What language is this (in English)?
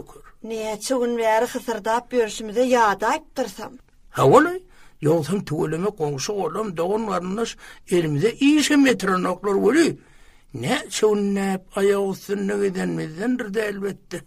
Turkmen